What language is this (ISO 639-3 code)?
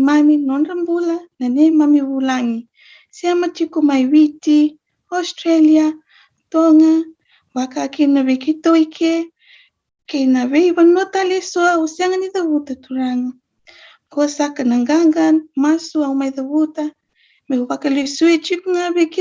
fij